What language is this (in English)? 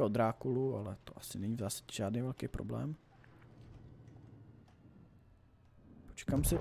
Czech